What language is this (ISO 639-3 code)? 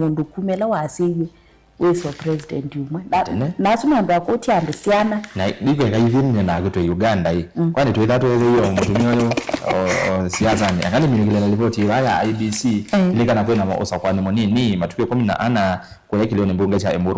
kam